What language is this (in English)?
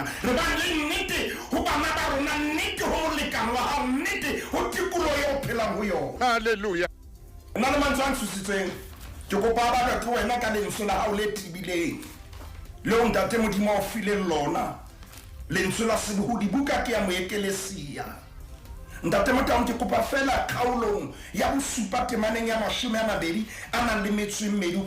Southern Sotho